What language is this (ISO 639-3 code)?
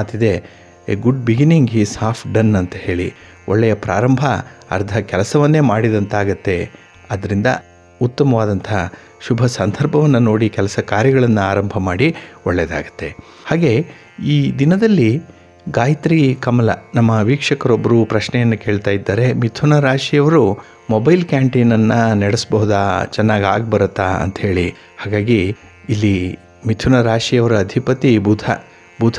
kan